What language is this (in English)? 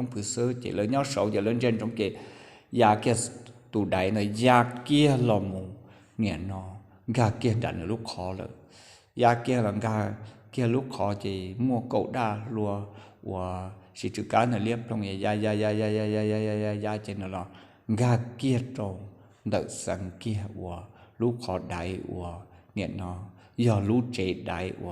Hmong